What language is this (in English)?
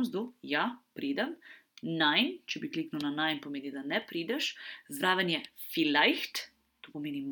Slovenian